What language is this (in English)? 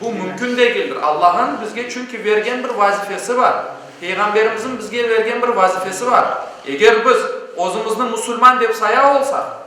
Crimean Tatar